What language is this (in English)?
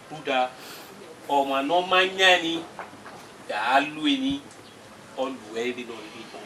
Bini